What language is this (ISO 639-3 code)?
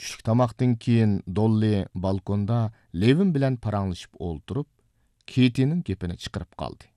uig